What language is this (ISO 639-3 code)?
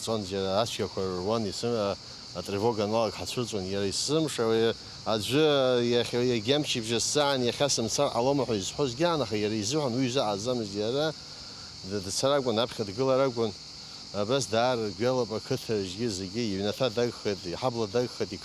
abk